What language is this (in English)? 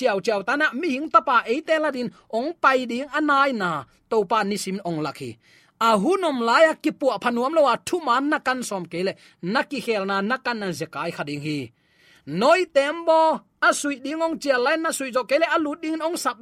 Tedim Chin